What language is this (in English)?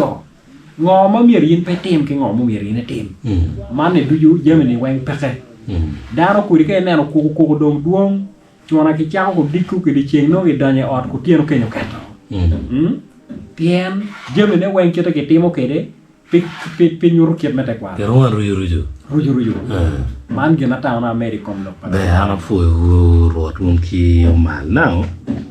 Acoli